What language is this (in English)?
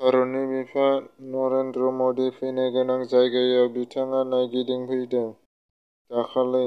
Bodo